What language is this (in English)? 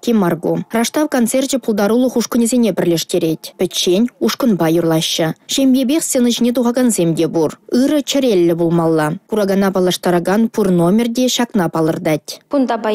Chuvash